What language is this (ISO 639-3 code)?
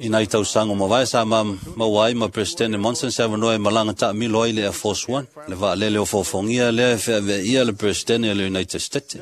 smo